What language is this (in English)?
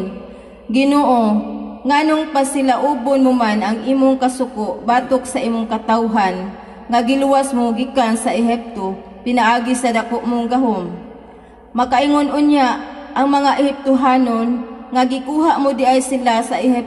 Cebuano